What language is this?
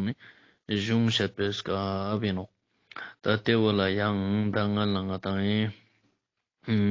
Ladakhi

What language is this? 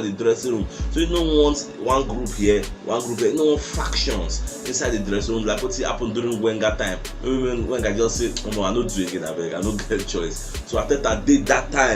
Nigerian Pidgin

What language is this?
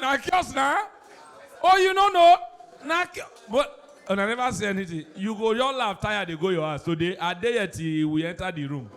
Nigerian Pidgin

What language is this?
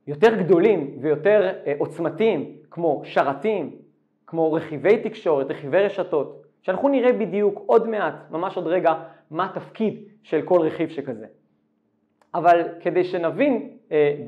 Hebrew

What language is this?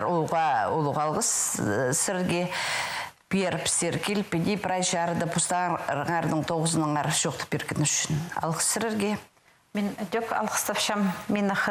Khakas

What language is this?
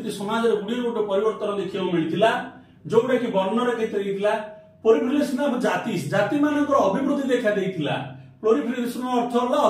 Odia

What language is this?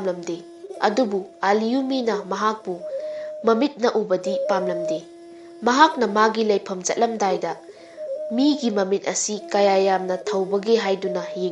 Manipuri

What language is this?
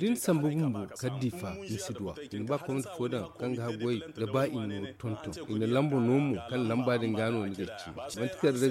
Zarma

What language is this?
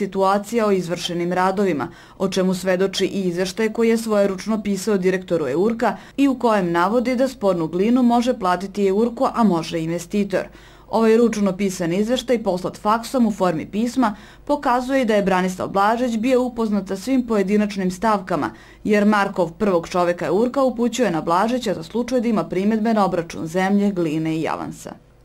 Serbian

